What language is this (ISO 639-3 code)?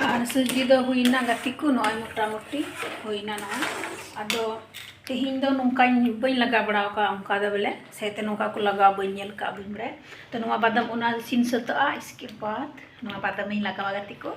sat